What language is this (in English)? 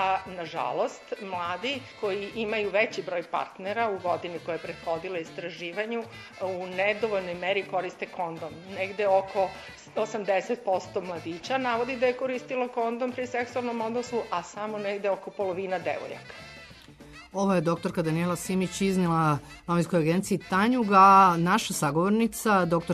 Serbian